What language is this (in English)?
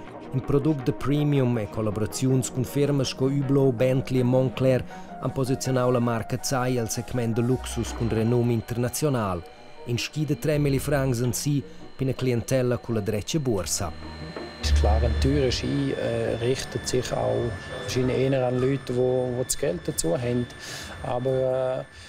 Romansh